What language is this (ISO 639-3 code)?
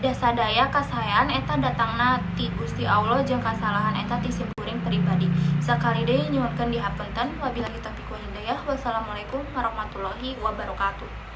sun